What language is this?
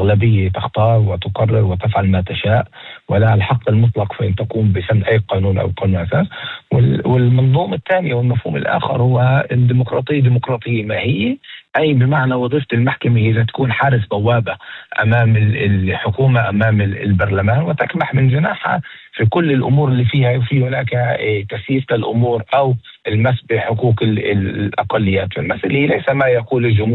North Levantine Arabic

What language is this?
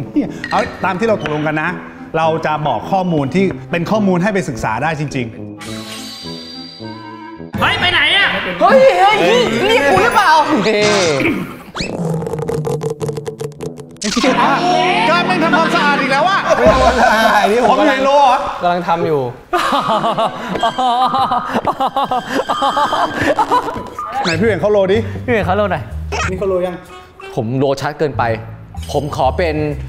Thai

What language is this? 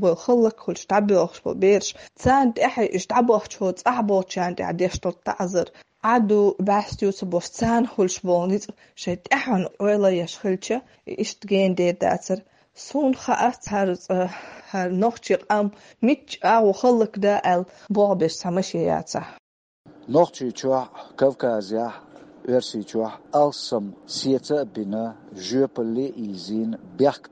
Chechen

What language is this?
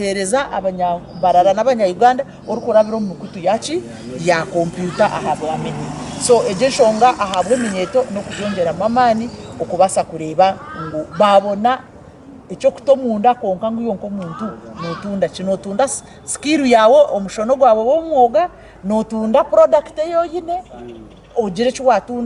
Nyankole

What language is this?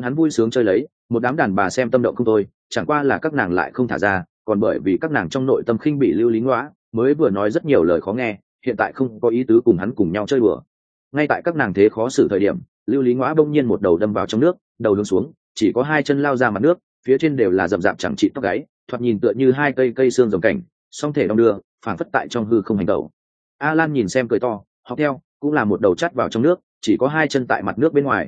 Vietnamese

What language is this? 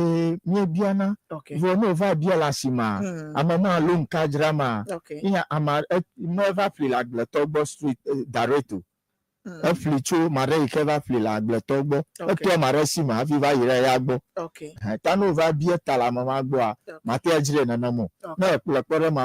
Ewe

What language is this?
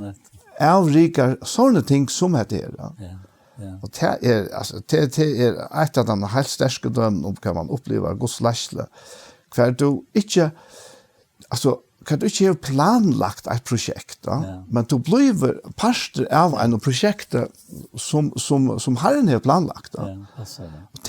Faroese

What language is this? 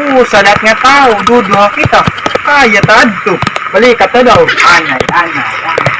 Waray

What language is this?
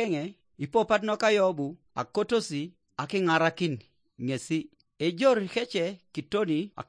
Teso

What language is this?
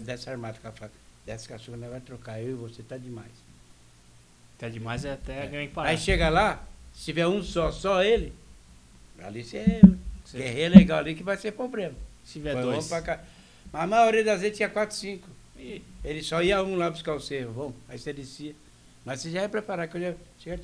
Portuguese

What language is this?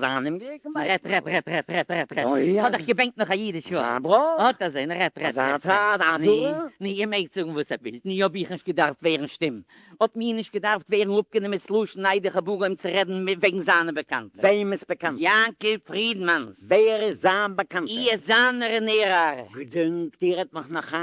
Yiddish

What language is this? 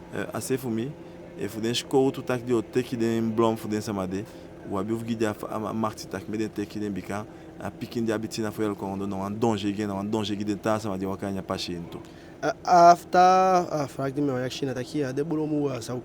Eastern Maroon Creole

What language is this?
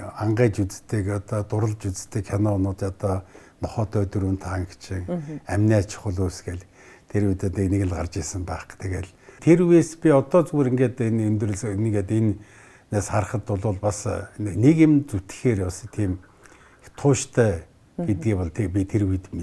Mongolian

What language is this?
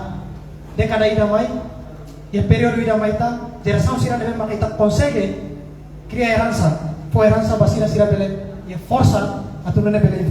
Tetum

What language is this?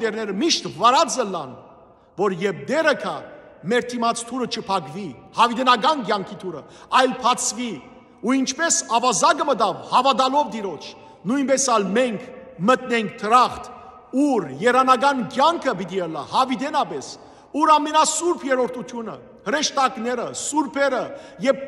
Western Armenian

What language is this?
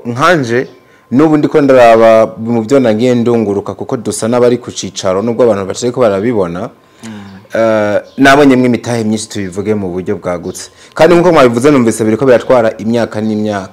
Rundi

